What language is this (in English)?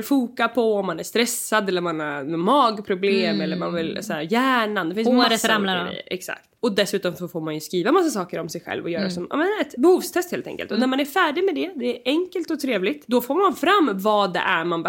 Swedish